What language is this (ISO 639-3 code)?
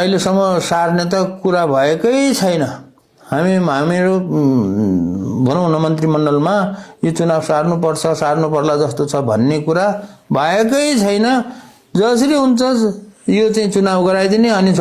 nep